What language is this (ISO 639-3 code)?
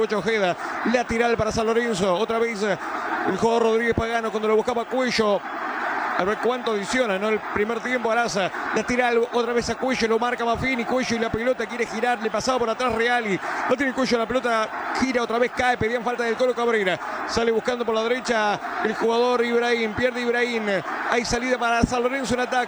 spa